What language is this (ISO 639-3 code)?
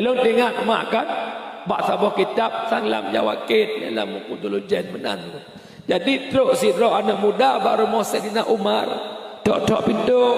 ace